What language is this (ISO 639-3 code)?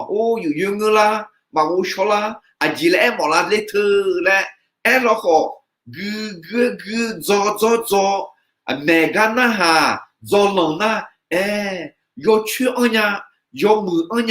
ahk